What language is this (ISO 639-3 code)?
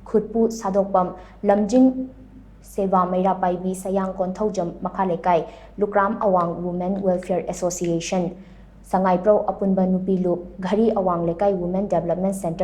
mni